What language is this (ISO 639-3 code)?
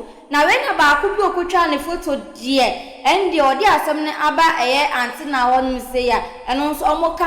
aka